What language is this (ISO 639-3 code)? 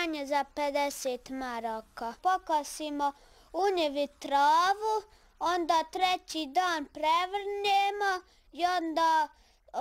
bos